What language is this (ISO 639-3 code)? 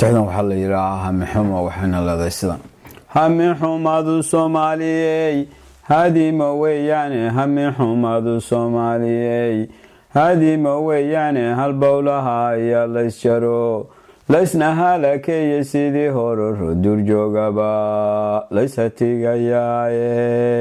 som